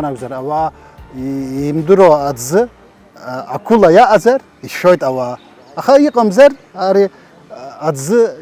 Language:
Abkhazian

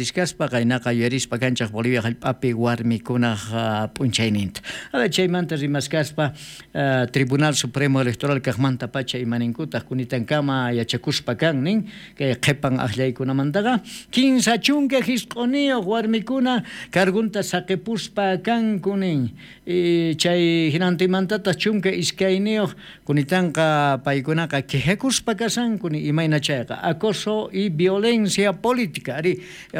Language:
South Bolivian Quechua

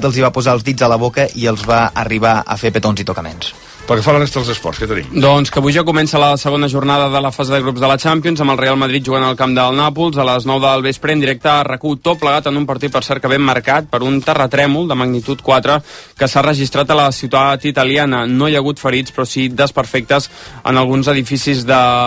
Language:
Catalan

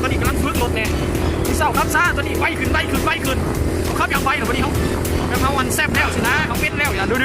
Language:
Lao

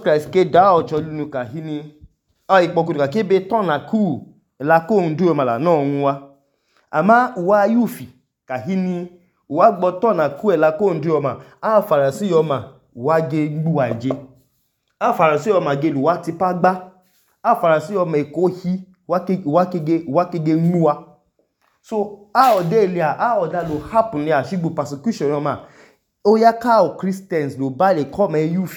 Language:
Idoma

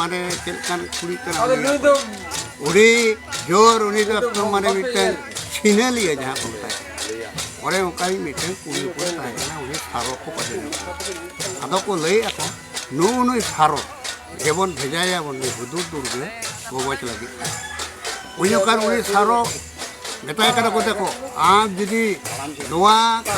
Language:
Santali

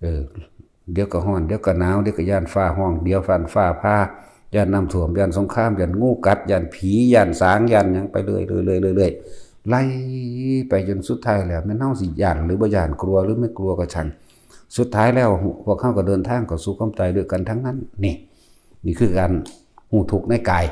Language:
Northeastern Thai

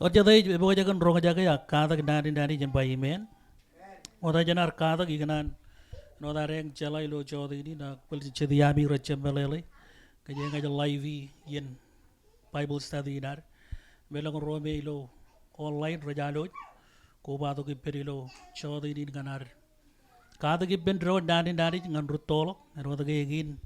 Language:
Marshallese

